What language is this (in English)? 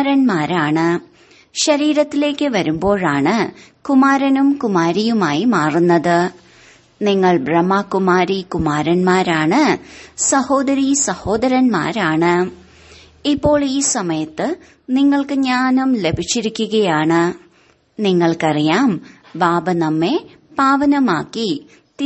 Malayalam